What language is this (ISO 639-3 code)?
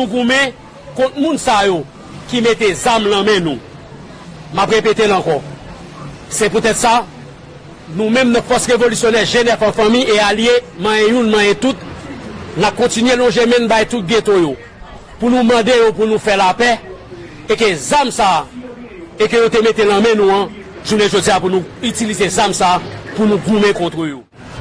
hat